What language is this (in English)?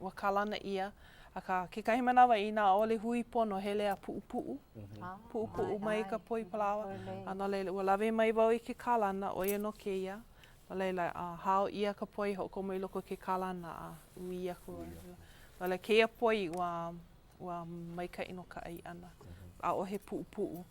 Hawaiian